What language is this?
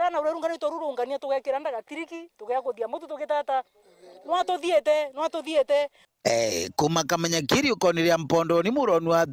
Meru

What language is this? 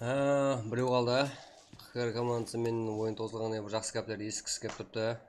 Kara-Kalpak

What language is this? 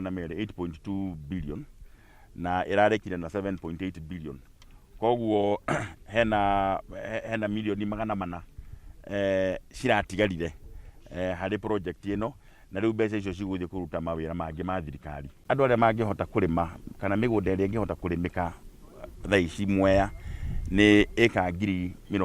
Kikuyu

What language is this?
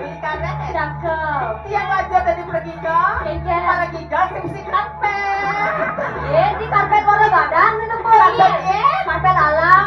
Balinese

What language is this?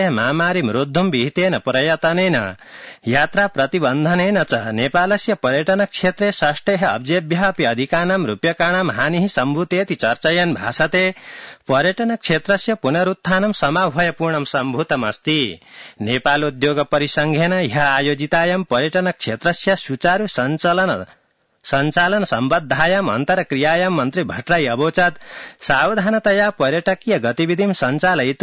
Sanskrit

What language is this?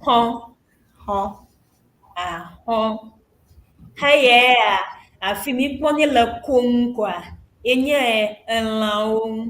Ewe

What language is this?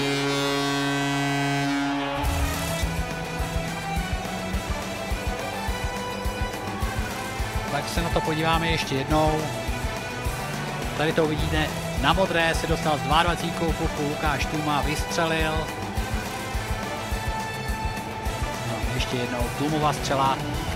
Czech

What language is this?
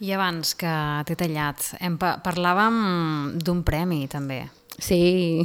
Catalan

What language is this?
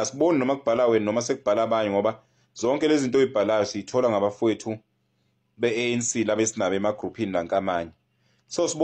Zulu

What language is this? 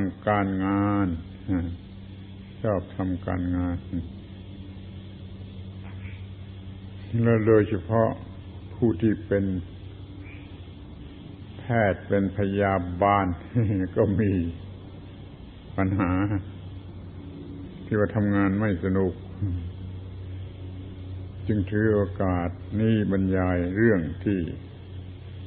Thai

